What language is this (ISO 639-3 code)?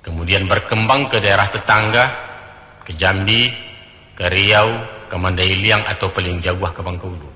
min